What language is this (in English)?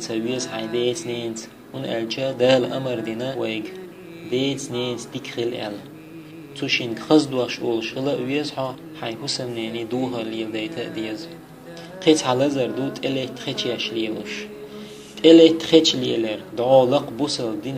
Chechen